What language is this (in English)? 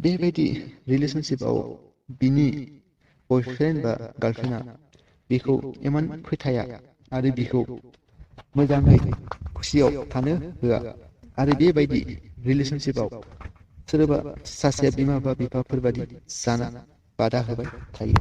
Bodo